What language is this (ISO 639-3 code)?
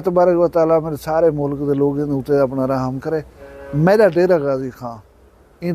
skr